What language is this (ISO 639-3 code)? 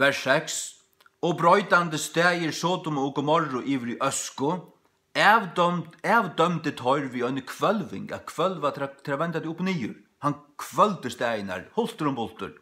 fao